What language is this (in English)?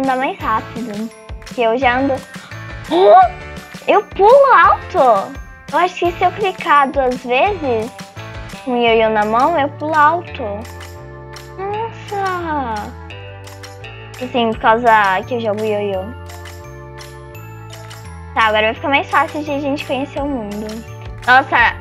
Portuguese